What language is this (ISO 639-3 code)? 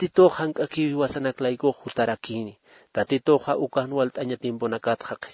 aym